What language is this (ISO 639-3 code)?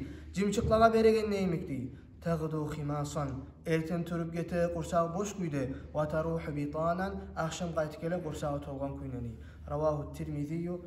kum